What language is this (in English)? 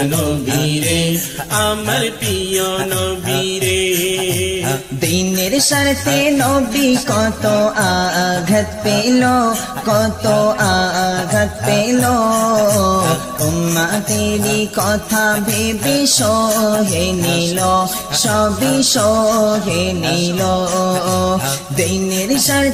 Bangla